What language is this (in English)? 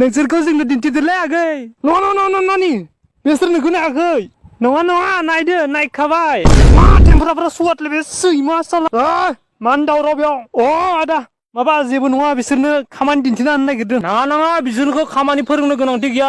Bodo